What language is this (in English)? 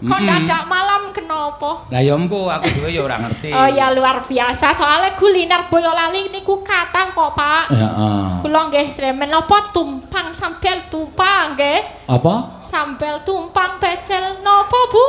Javanese